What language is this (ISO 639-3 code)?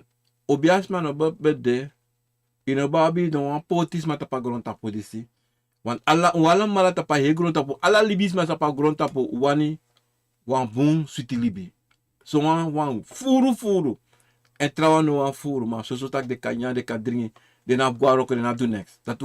srn